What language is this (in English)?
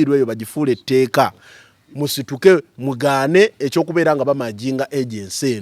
Ganda